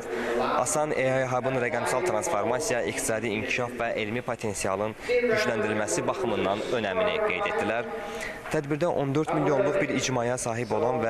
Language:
Azerbaijani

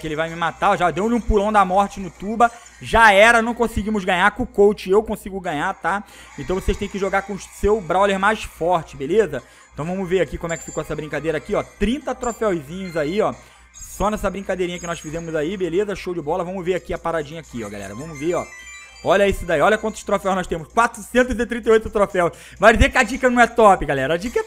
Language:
Portuguese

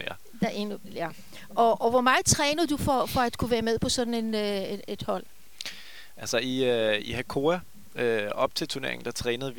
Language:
Danish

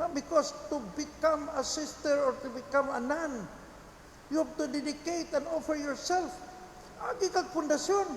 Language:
Cebuano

